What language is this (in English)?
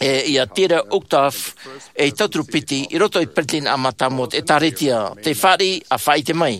Tahitian